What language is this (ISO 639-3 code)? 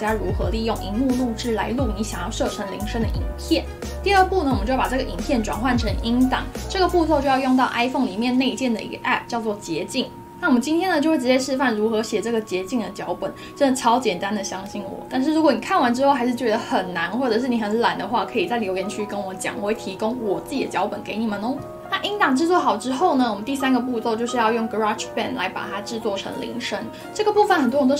zho